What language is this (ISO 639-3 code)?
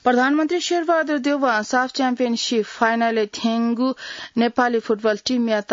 new